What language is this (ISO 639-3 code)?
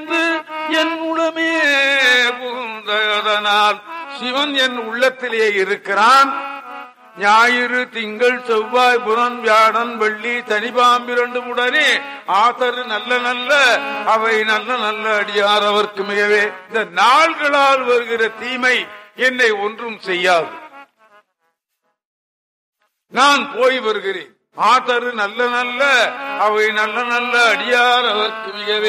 tam